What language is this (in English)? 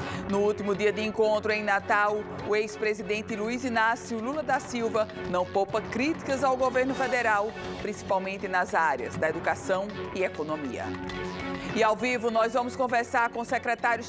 Portuguese